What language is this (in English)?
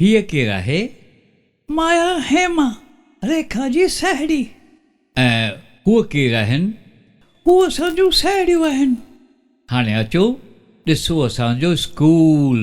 Sindhi